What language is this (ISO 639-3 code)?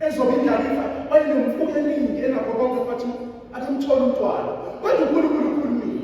zul